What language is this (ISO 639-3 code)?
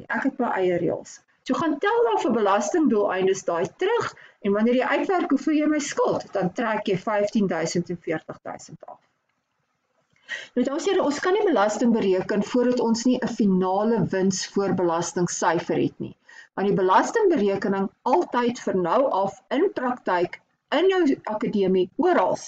afr